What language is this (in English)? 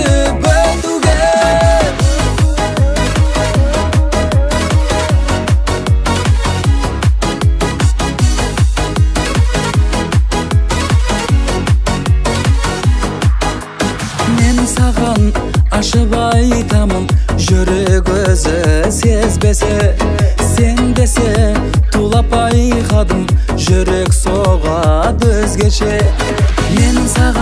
Kazakh